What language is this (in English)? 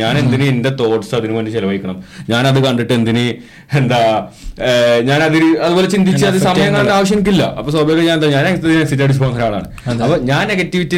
Malayalam